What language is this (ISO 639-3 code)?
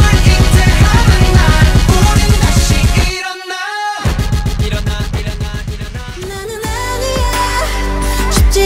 kor